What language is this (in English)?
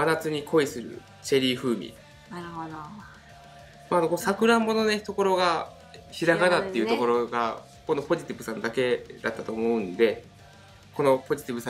Japanese